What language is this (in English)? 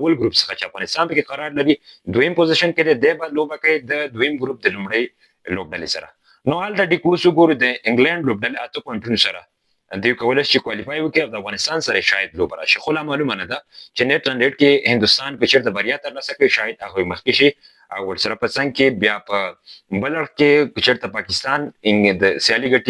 Pashto